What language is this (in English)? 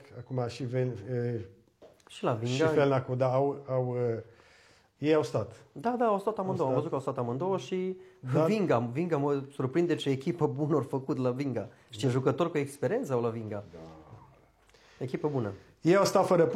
Romanian